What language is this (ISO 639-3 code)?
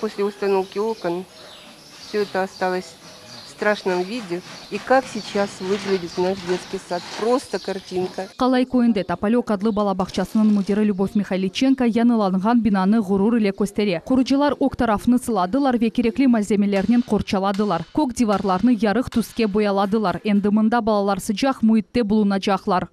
crh